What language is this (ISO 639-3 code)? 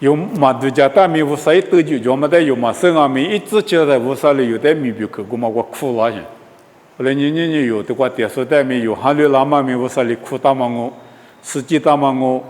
lis